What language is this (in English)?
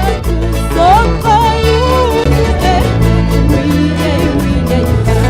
South Bolivian Quechua